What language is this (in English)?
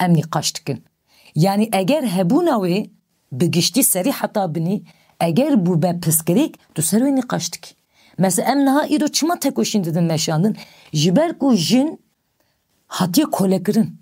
Kurdish